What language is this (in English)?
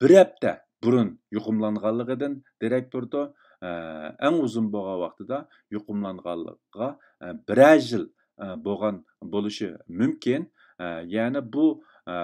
Uyghur